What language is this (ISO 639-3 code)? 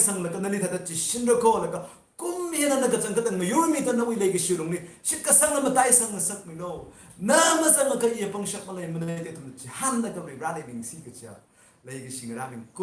nmf